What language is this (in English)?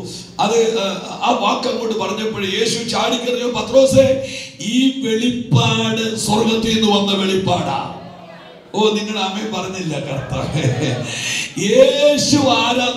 Malayalam